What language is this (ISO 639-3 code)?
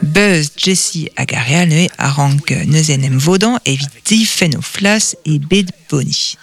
bre